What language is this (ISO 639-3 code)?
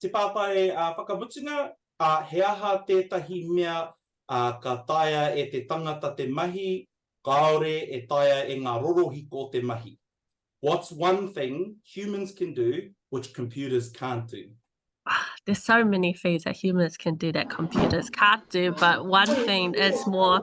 mri